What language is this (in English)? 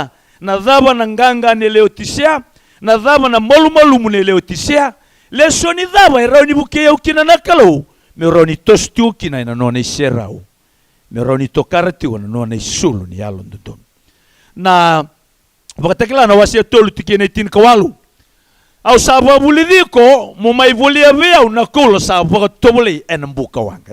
Fijian